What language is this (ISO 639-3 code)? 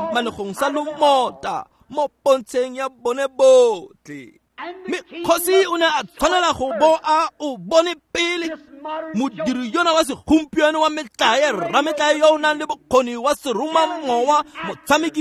tsn